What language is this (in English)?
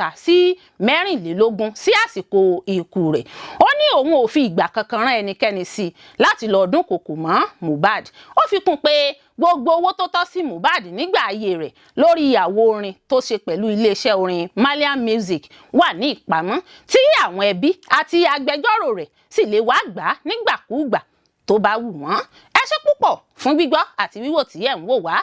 Yoruba